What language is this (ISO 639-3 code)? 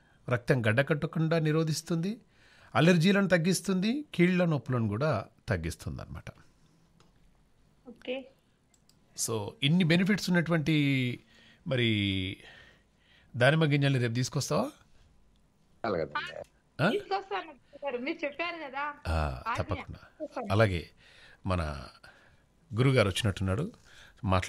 tel